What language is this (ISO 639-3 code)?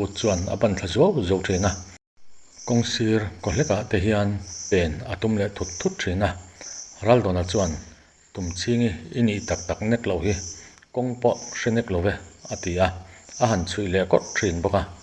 lus